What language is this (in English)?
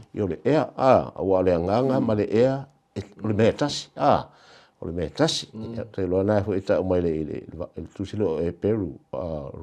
Samoan